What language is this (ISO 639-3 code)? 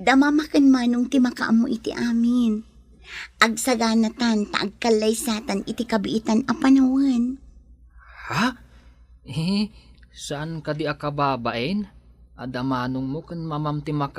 ilo